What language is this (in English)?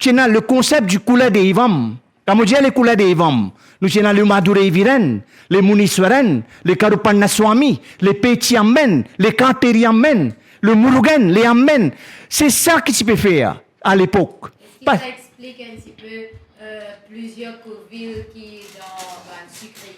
Morisyen